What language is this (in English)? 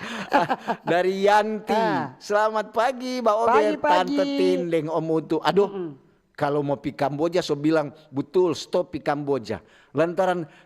Manado Malay